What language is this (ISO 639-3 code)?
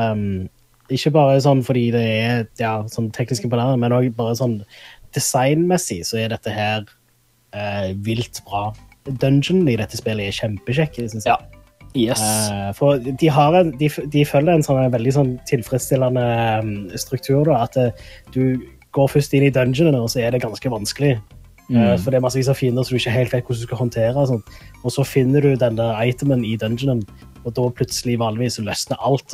nor